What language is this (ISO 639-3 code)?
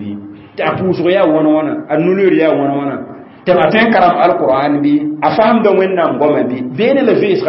mos